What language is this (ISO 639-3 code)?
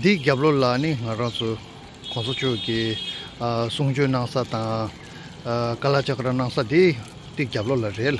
bod